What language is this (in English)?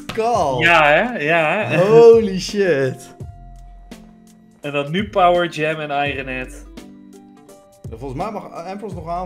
Dutch